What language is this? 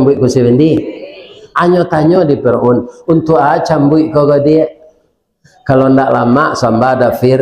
Minangkabau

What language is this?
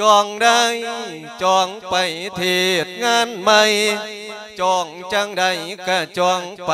Lao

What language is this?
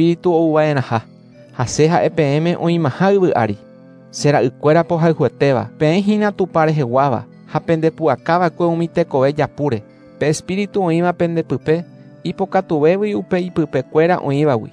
Guarani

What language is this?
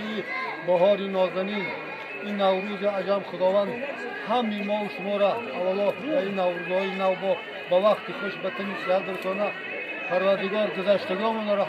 Tajik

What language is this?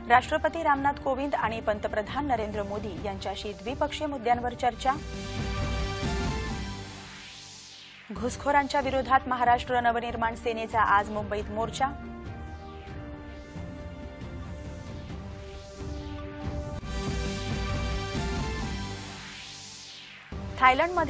Marathi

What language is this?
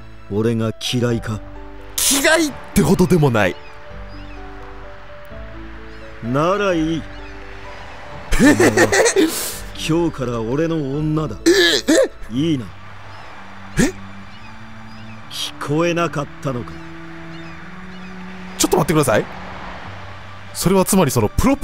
Japanese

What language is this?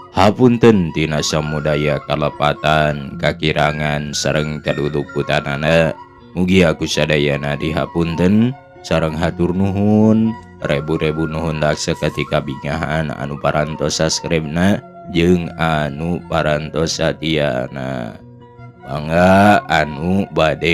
Sundanese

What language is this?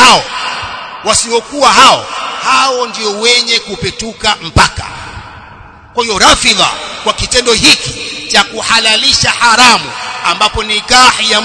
Swahili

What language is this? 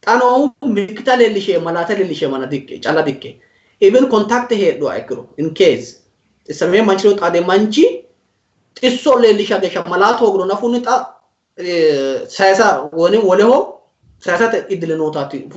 Sidamo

